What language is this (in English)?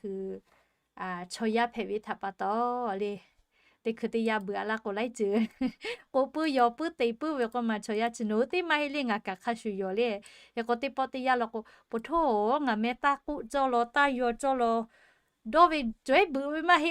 Lahu